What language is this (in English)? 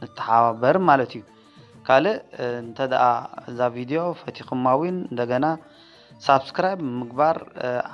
Tigrinya